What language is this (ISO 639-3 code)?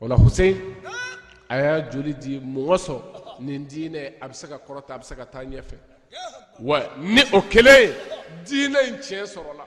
bam